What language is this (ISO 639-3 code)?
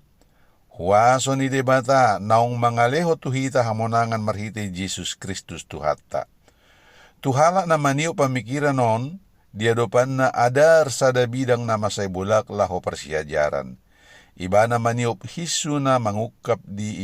bbc